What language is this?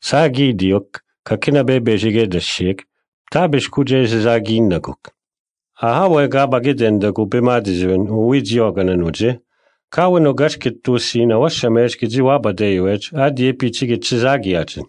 Breton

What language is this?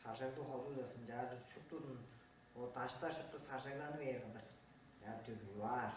Tuvinian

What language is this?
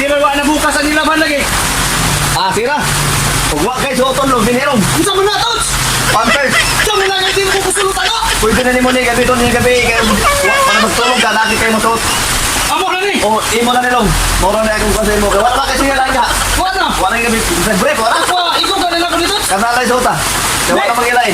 Cebuano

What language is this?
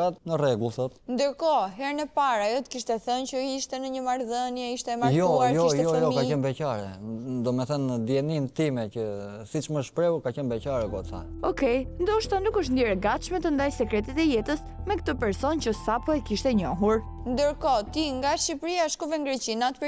Albanian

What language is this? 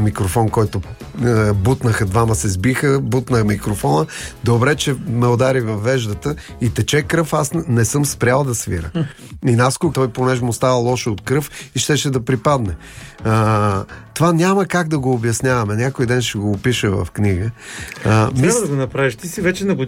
Bulgarian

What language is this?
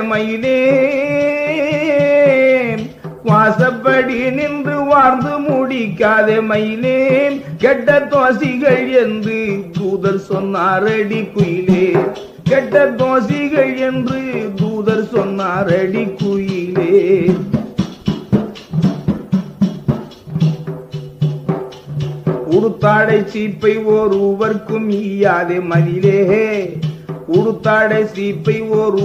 Tamil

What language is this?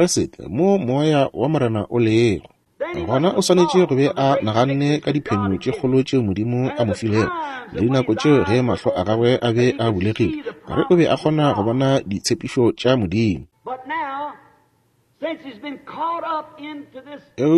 Northern Sotho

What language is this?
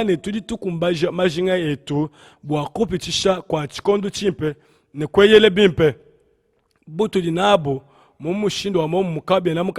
Luba-Lulua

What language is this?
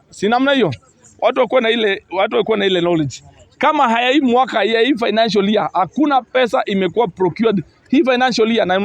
Swahili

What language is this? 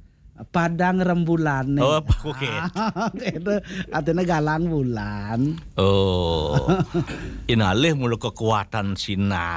Balinese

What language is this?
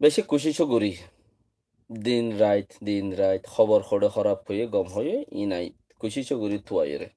Rohingya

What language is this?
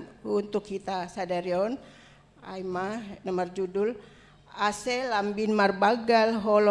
Batak Simalungun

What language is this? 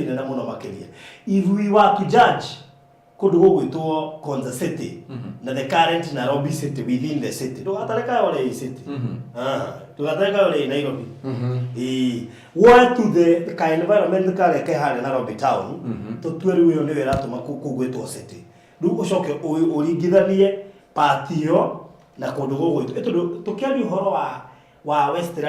Kikuyu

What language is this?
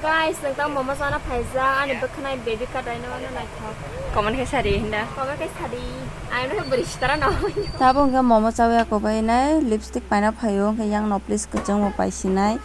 Kok Borok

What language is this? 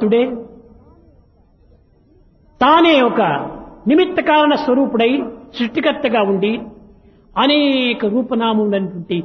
Telugu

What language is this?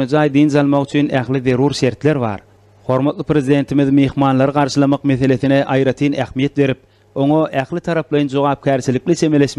Turkmen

